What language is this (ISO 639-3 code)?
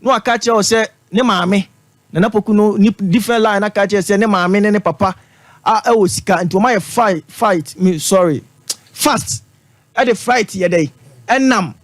aka